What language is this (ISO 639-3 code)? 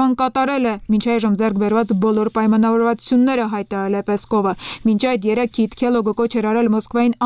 hye